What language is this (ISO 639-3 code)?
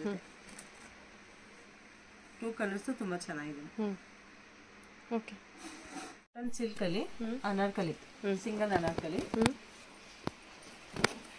kan